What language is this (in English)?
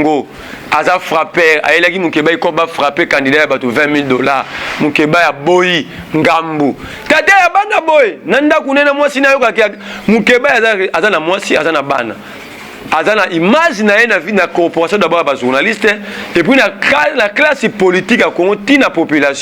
Lingala